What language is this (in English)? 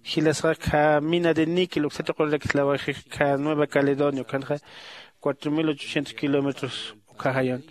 Aymara